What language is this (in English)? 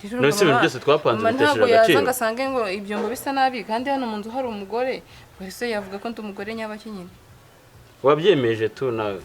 Kinyarwanda